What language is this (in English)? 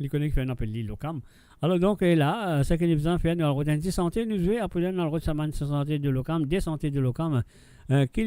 Morisyen